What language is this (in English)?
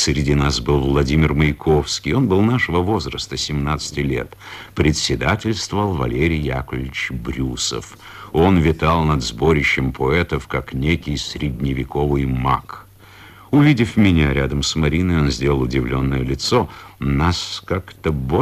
Russian